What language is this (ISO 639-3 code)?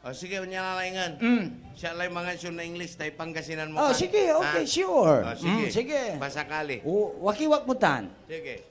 pag